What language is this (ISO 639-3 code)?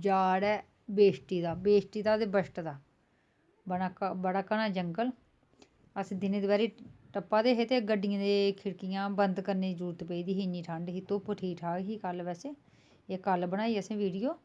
doi